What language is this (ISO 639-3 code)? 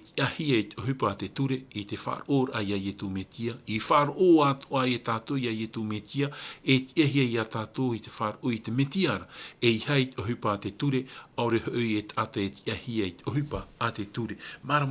tah